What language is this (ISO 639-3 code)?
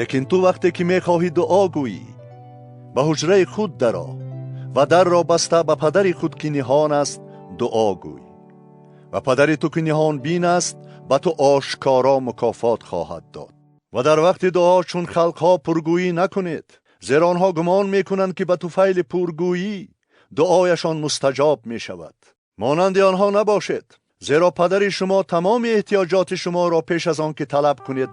tgk